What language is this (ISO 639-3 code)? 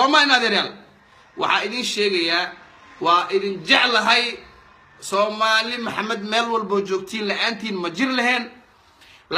som